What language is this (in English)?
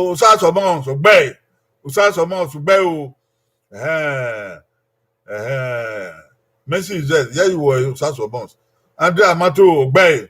Bini